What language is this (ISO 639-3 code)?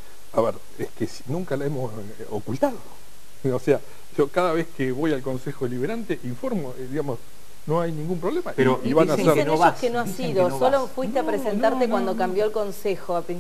spa